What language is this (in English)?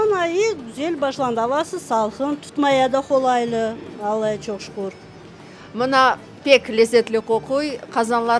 Crimean Tatar